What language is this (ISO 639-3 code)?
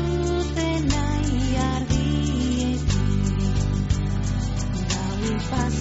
eus